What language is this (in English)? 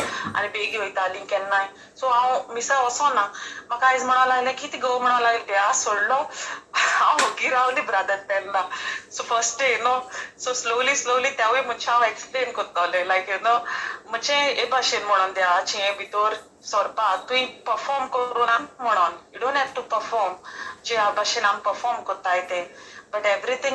Konkani